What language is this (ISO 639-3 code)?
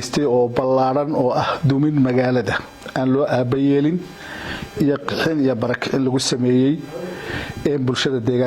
som